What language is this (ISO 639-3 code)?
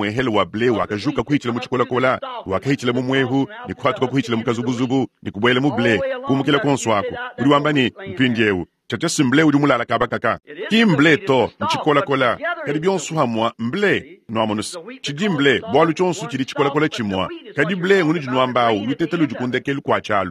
lua